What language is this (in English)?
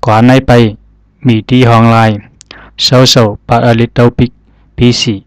Zhuang